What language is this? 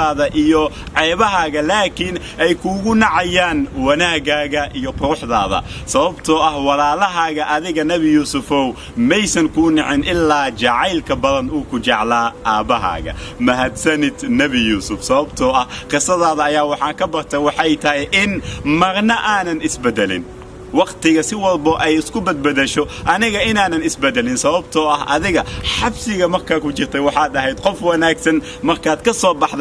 Somali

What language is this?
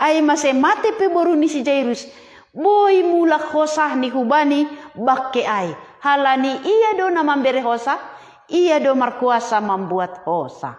Batak Simalungun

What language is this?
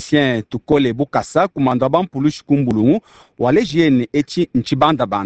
Luba-Lulua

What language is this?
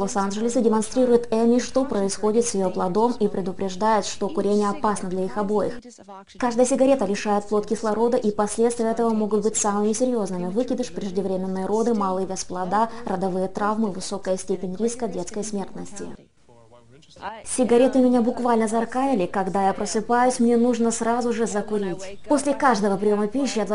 Russian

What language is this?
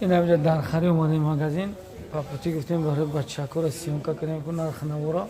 Tajik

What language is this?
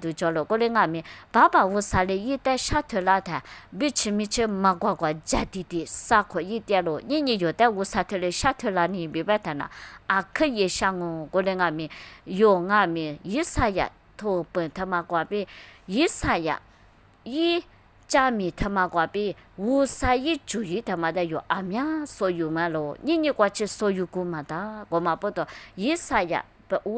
Lisu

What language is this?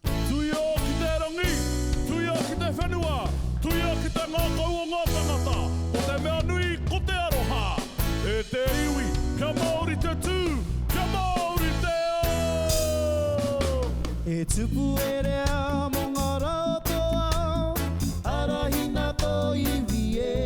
Māori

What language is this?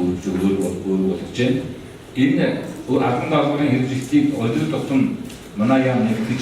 Mongolian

